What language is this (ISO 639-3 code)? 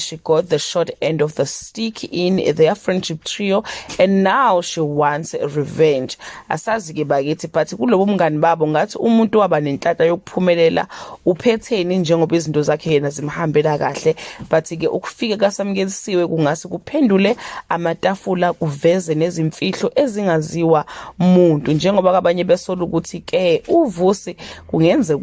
zul